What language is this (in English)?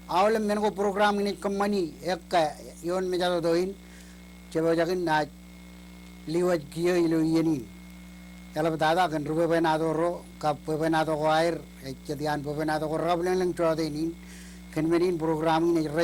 Marshallese